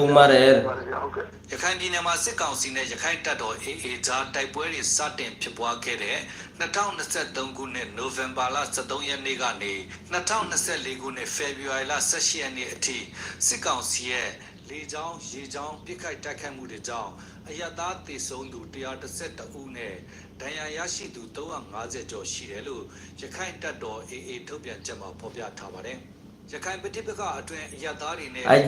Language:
Rohingya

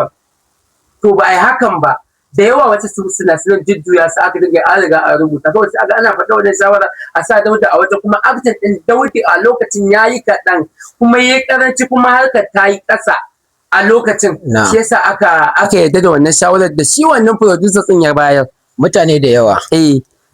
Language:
Hausa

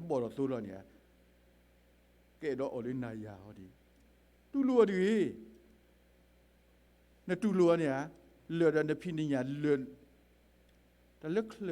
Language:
S'gaw Karen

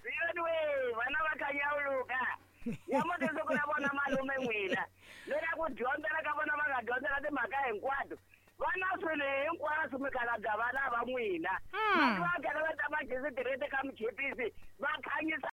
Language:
Tsonga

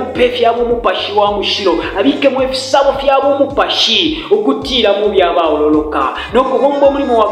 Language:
Bemba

